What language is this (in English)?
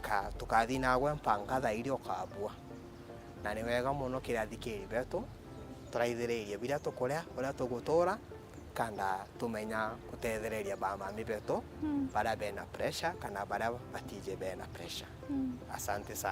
Meru